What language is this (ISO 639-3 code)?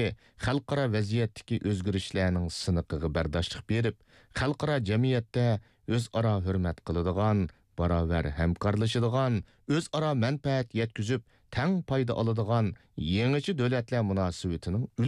uig